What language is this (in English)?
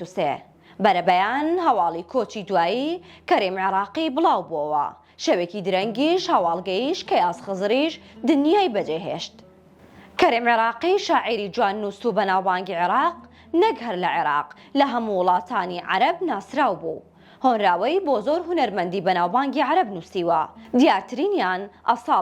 Central Kurdish